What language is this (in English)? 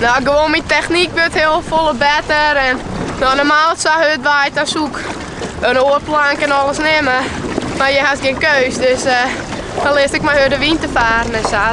Western Frisian